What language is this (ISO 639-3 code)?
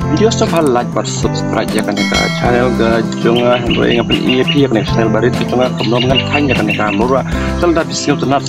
kha